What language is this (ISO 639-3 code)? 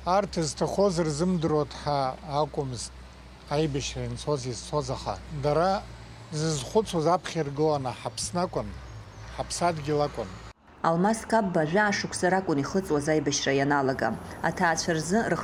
abk